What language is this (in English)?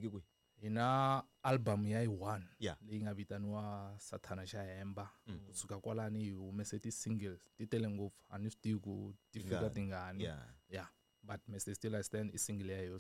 Tsonga